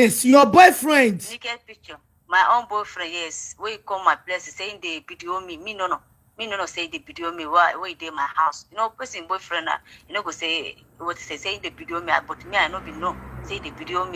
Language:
Nigerian Pidgin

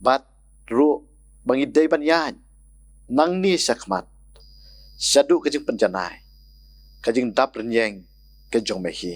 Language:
Khasi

